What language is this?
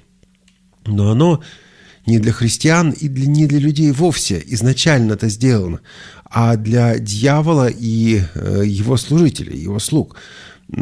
Russian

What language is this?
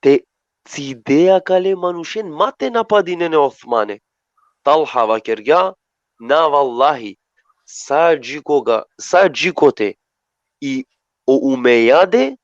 Balkan Romani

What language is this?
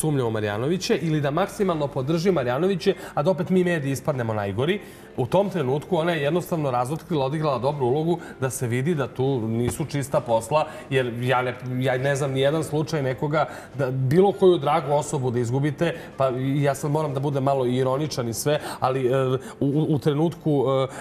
Serbian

